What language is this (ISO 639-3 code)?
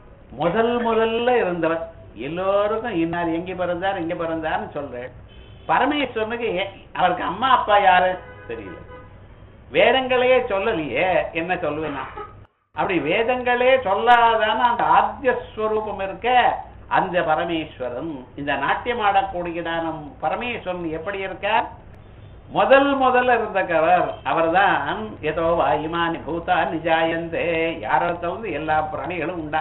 tam